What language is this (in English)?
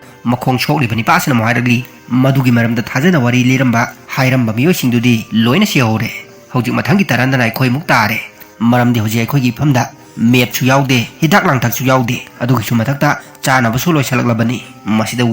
Manipuri